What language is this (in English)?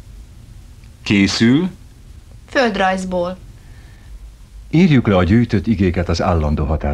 Hungarian